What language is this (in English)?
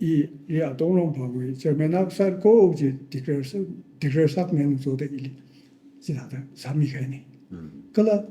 Tangkhul Naga (India)